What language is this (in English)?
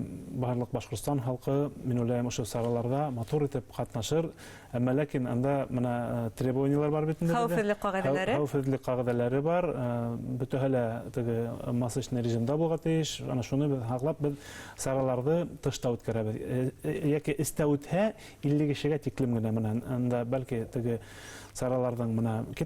Bashkir